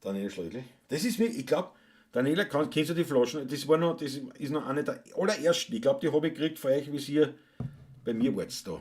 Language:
Bavarian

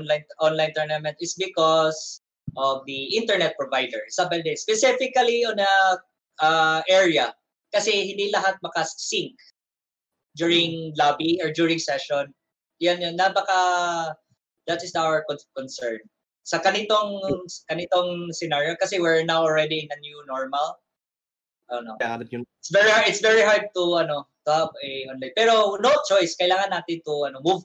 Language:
Filipino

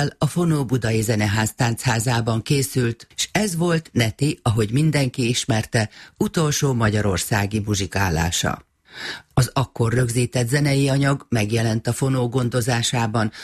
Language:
Hungarian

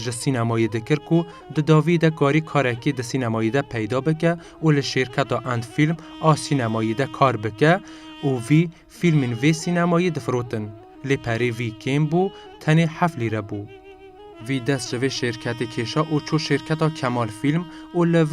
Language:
Kurdish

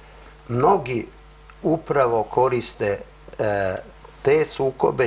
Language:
Serbian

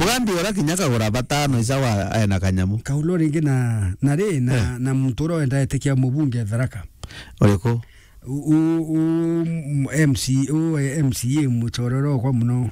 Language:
Meru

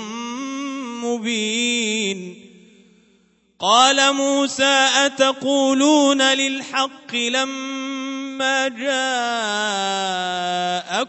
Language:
Arabic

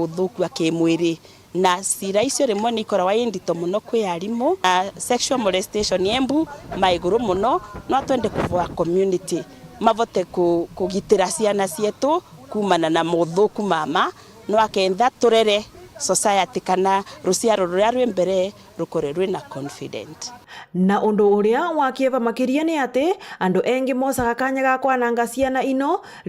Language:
Meru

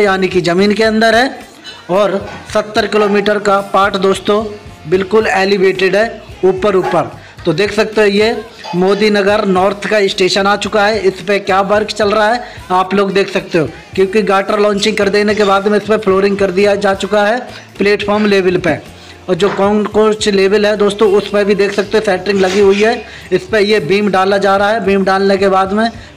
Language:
Hindi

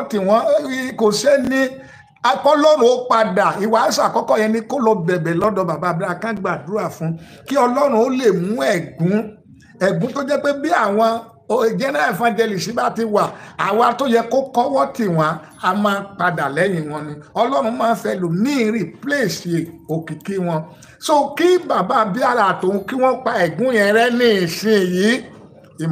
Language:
Yoruba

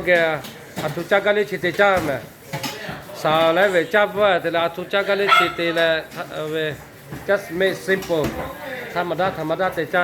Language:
Lahu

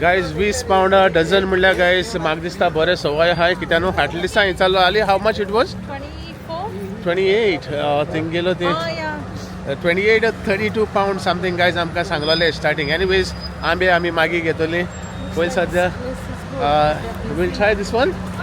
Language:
Konkani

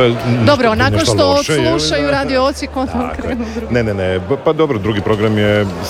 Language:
Croatian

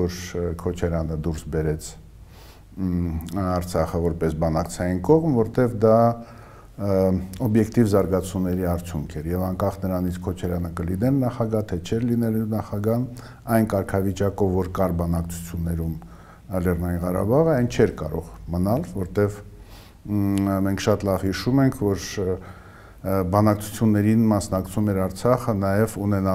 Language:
Armenian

